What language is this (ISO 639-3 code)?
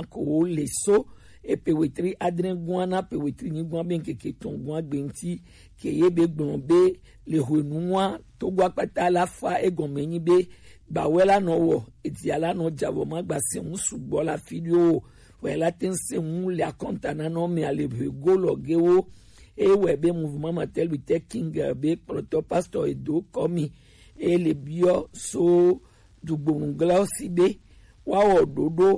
gej